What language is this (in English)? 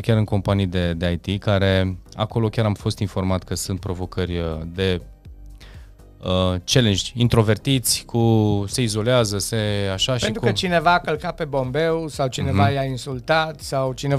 Romanian